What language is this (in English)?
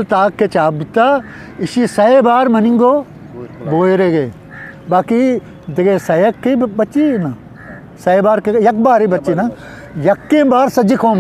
Eastern Balochi